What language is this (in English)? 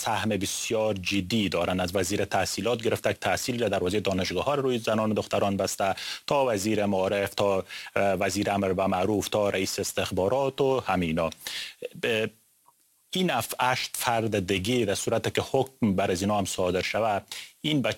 Persian